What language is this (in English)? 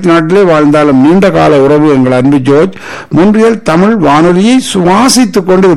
Tamil